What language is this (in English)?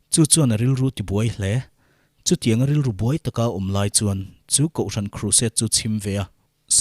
Mizo